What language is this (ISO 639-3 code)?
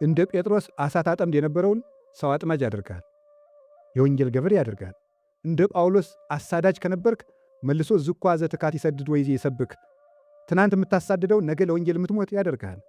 amh